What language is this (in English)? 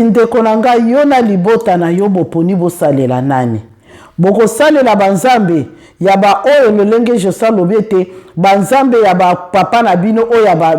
Lingala